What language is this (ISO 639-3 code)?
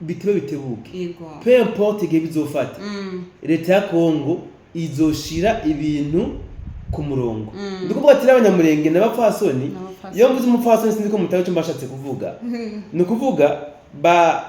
run